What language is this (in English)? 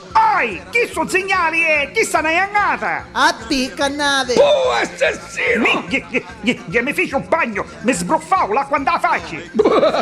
Neapolitan